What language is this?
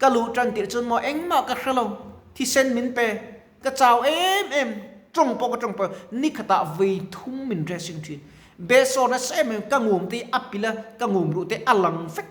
Mizo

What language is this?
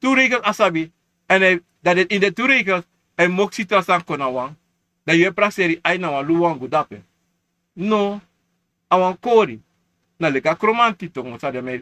Sranan Tongo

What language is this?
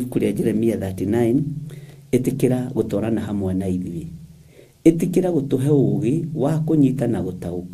Kikuyu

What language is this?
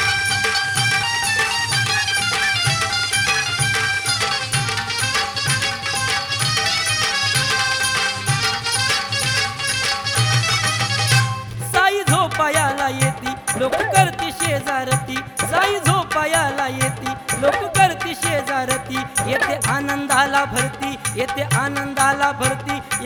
Marathi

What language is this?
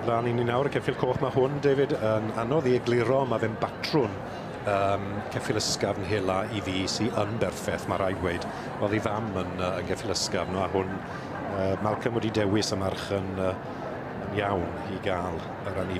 Welsh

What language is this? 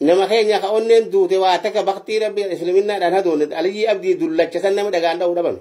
Oromo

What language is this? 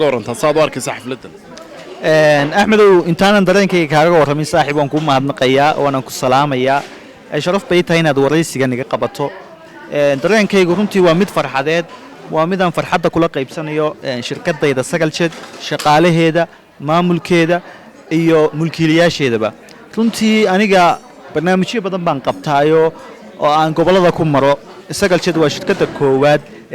Somali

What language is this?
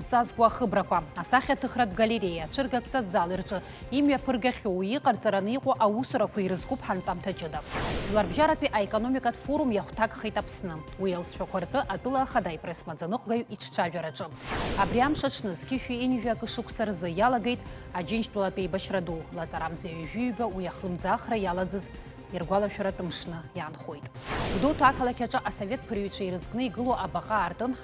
Abkhazian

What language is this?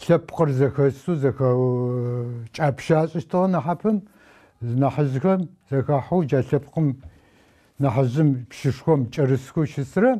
Adyghe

